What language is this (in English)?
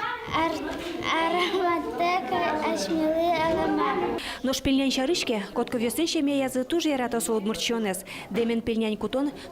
Udmurt